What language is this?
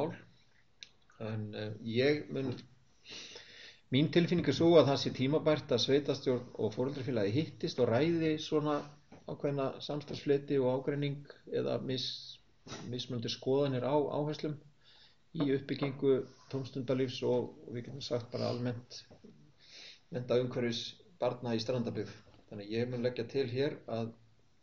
Icelandic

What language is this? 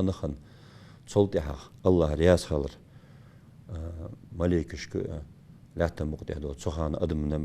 Ingush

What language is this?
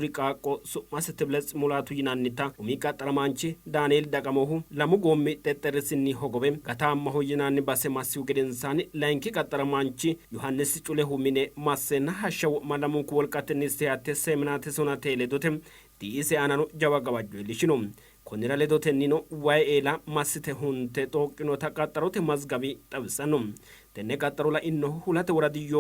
Sidamo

